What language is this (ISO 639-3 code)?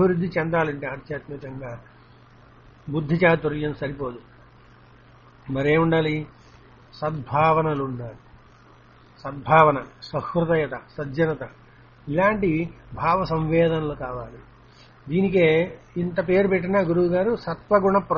tel